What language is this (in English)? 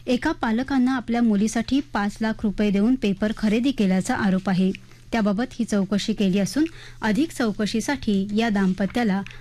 Marathi